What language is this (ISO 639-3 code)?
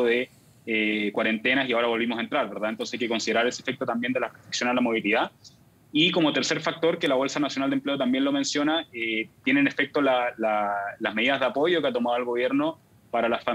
spa